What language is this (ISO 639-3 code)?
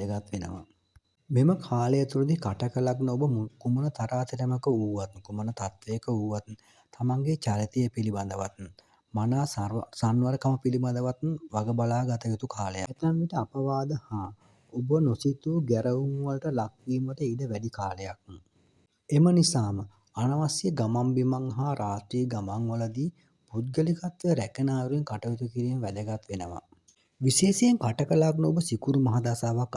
sin